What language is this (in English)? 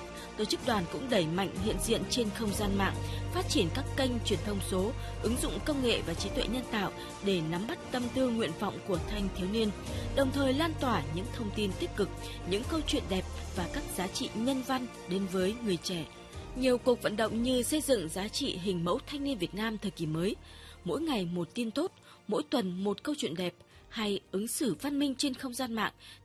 Vietnamese